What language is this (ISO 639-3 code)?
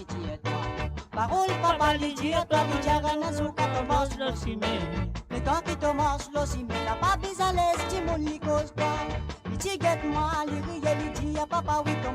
mfe